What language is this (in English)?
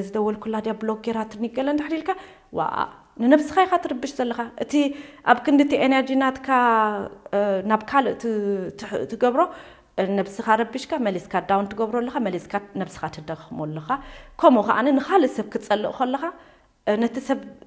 Tigrinya